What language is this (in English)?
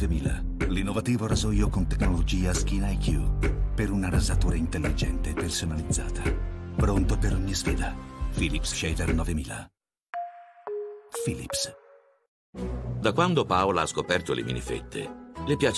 Italian